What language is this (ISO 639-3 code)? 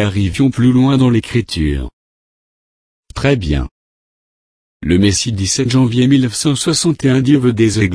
fra